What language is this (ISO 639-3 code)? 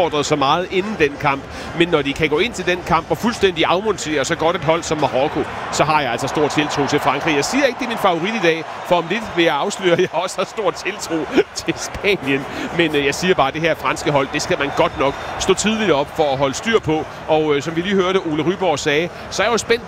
dan